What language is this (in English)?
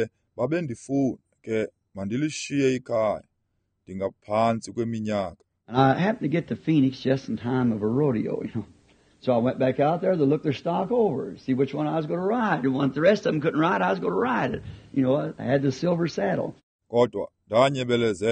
Xhosa